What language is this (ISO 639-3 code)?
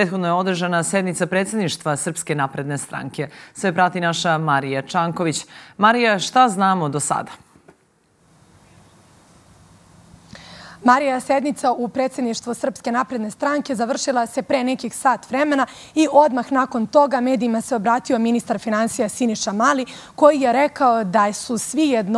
srp